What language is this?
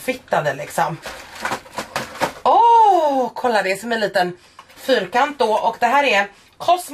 Swedish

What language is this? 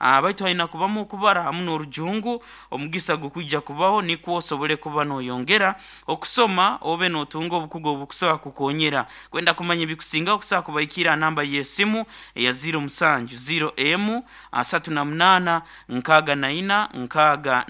Nyankole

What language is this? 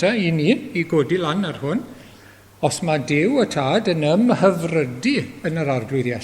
Welsh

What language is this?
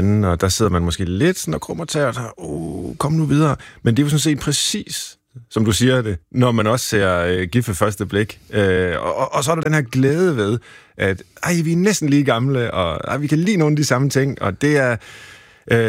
Danish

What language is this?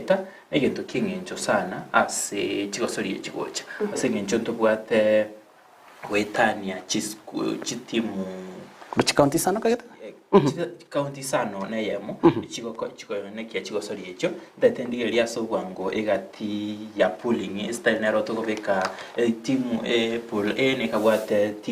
Gusii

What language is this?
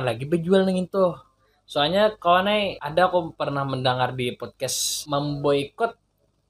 Banjar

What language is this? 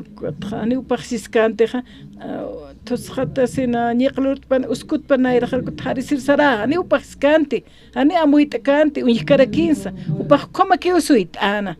Aymara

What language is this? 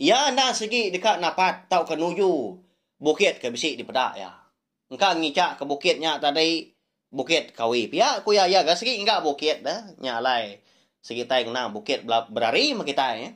Iban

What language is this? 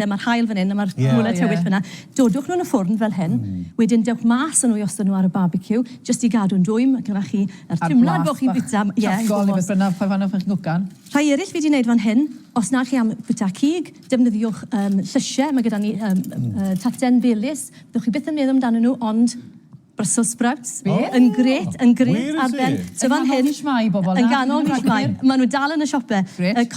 Welsh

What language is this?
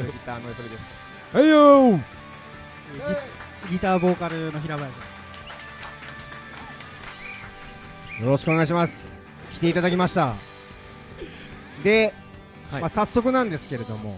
Japanese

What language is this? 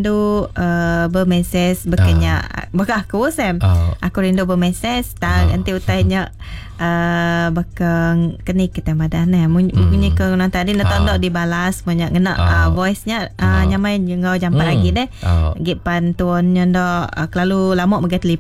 Iban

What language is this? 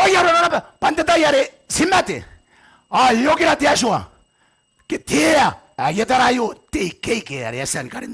Gilbertese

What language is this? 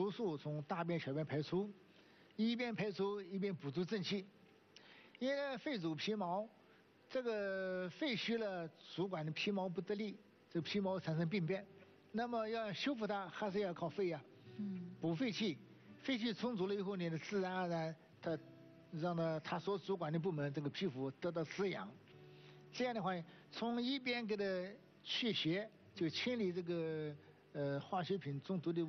Chinese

